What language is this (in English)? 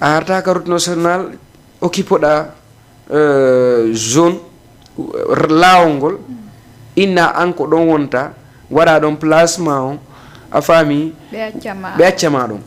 Fula